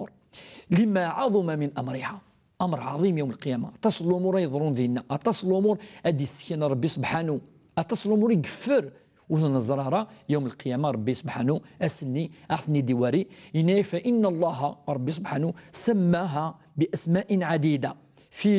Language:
Kabyle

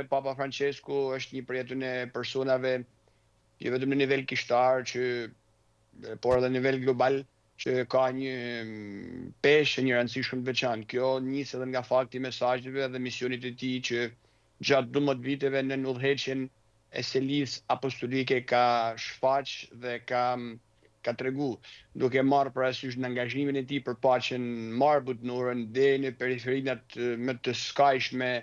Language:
Albanian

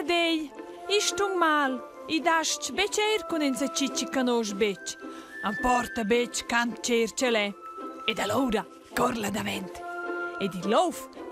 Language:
Romansh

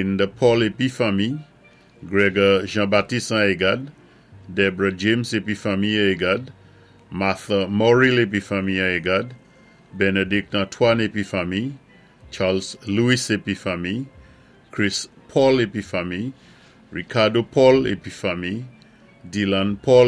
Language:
Saint Lucian Creole French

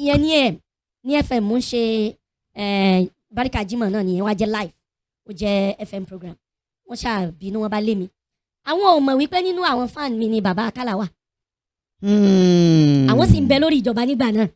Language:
Yoruba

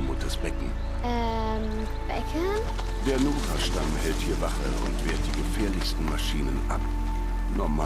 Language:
Bavarian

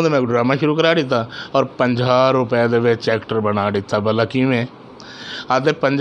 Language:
Saraiki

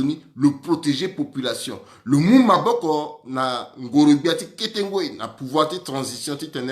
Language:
Sango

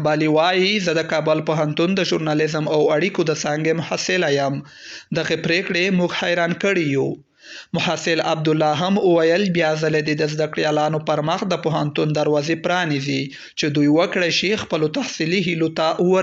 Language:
Pashto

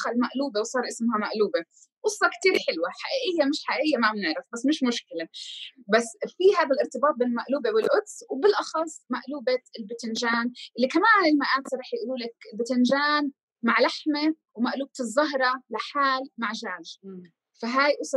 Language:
North Levantine Arabic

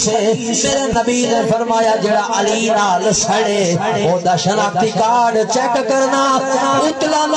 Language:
Saraiki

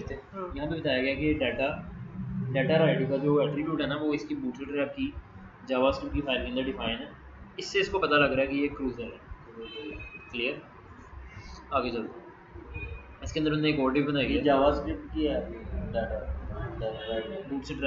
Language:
Hindi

